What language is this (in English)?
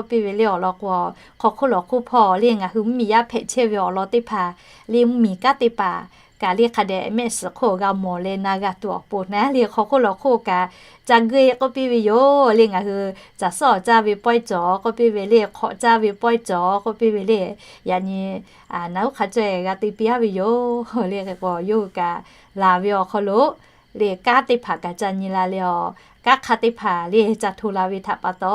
Lahu